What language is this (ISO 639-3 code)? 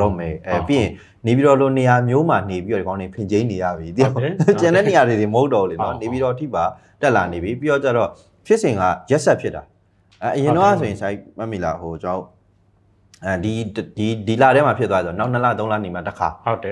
mya